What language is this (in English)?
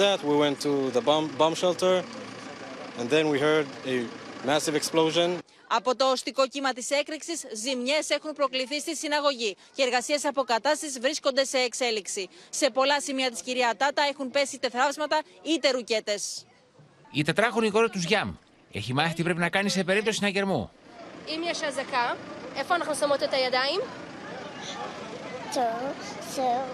Greek